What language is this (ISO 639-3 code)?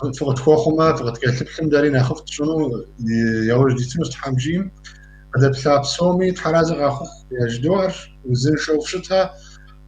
kbd